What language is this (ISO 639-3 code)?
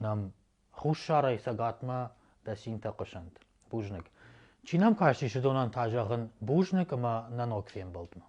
oss